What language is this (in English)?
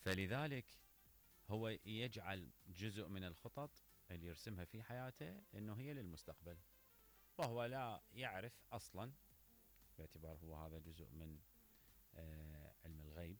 Mesopotamian Arabic